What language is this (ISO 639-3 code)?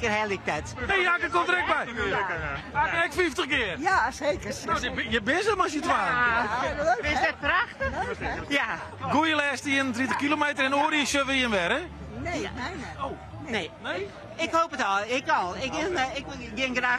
fry